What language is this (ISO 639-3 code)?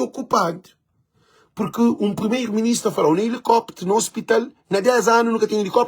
kea